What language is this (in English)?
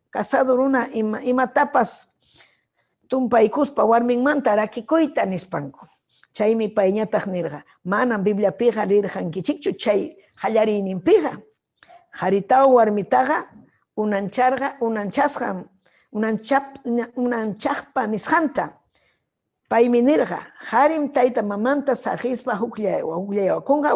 Ayacucho Quechua